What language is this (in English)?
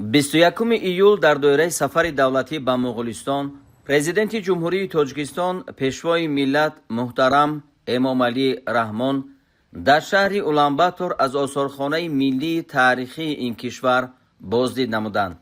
Tajik